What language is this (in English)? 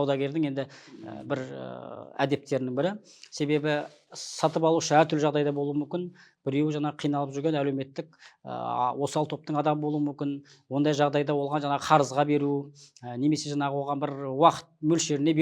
Kazakh